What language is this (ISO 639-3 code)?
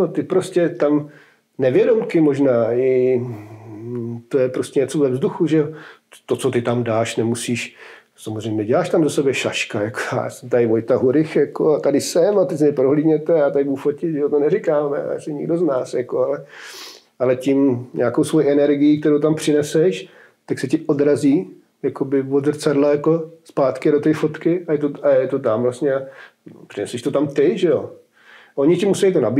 ces